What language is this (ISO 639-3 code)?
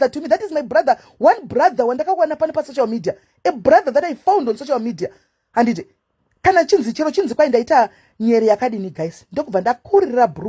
sna